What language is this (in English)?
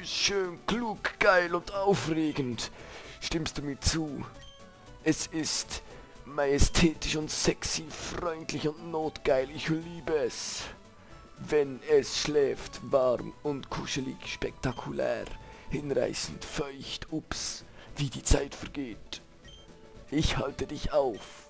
Swiss German